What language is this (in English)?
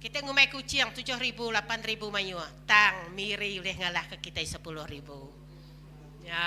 Iban